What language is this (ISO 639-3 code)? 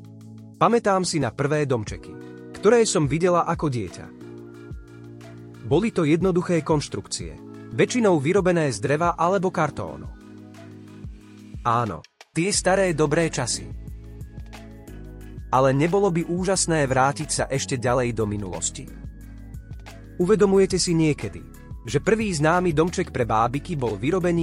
slk